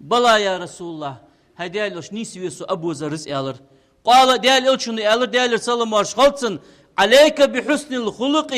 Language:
Ingush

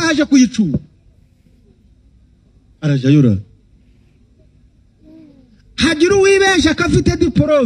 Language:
Kinyarwanda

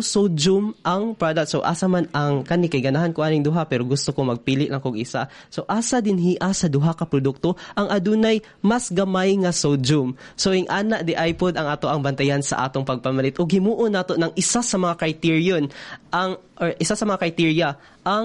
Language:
Cebuano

